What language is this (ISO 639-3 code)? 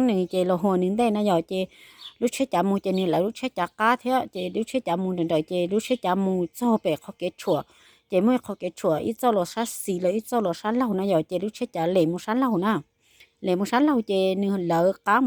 hmn